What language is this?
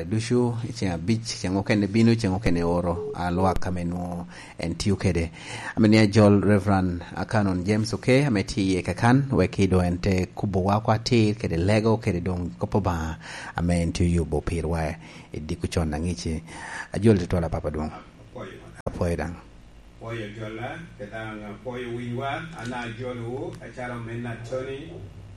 Lango (Uganda)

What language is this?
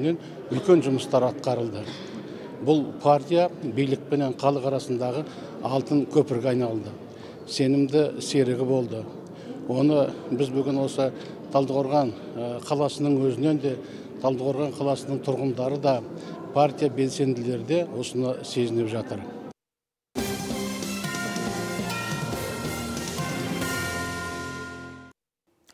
Kazakh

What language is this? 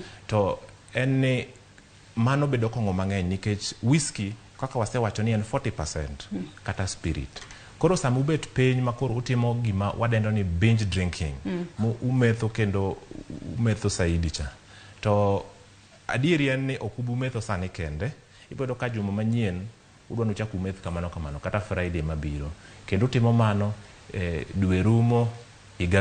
Luo (Kenya and Tanzania)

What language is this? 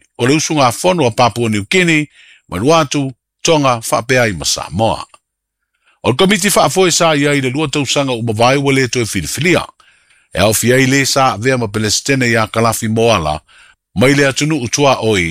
Samoan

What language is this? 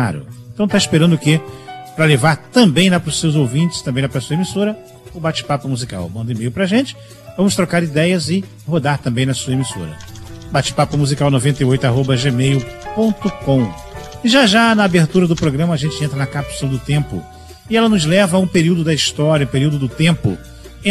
Portuguese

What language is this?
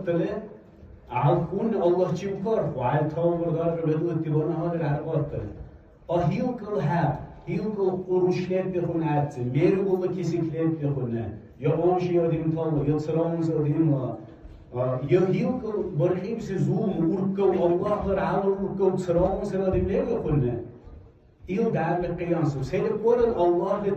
Dargwa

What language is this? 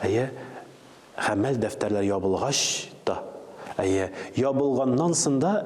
Tatar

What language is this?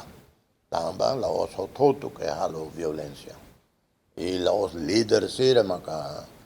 Tetum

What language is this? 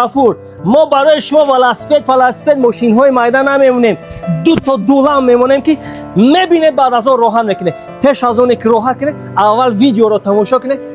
Tajik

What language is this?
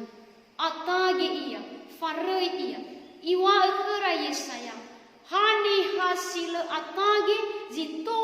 Nias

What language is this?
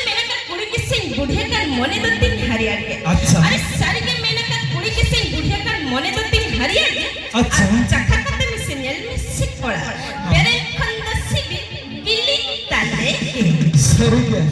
Santali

